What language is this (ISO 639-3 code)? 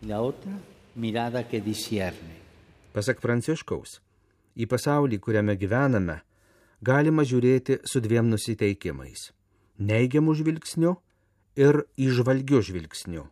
lit